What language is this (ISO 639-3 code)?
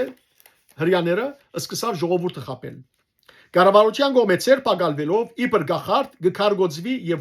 hyw